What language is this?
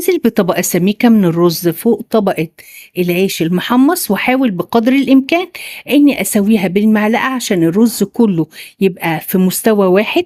Egyptian Arabic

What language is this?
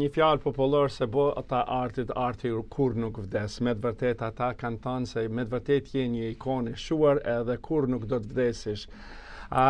Albanian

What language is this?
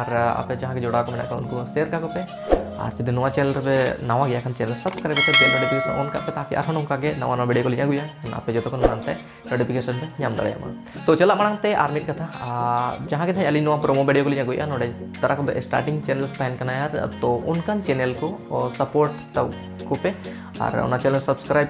Santali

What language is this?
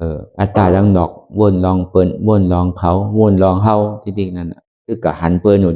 Shan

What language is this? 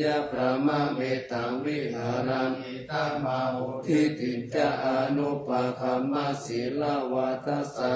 Pali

